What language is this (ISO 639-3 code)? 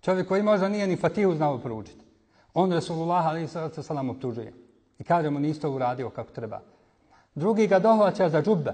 bos